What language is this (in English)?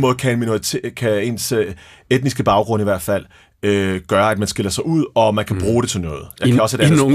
Danish